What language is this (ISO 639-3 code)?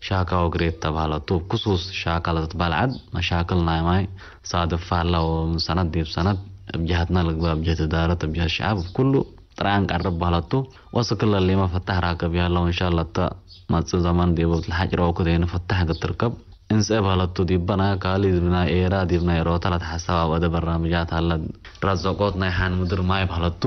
tig